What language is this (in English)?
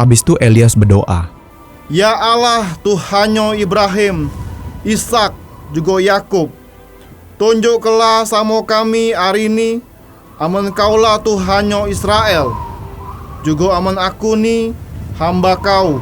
Musi